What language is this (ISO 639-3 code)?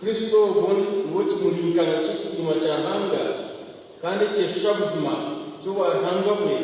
nyn